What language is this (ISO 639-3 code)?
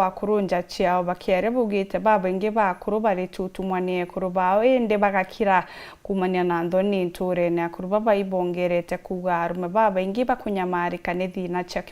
mer